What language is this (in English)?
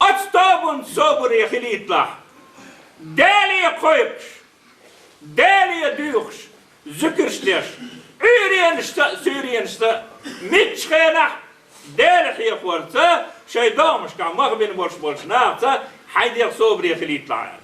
Chechen